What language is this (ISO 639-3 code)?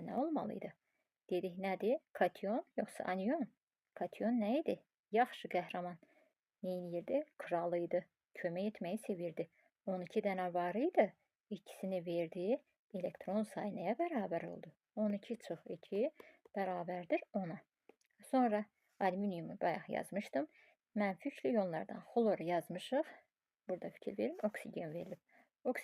aze